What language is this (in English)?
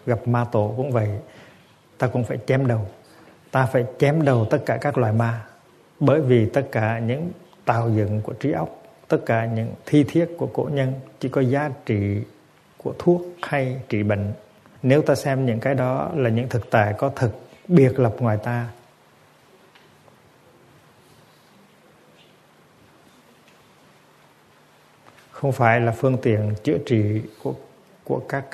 Vietnamese